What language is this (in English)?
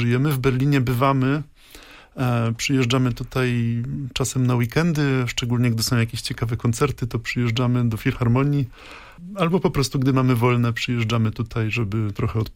Polish